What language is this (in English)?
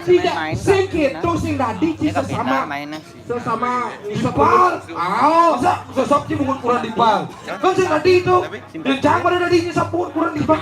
Balinese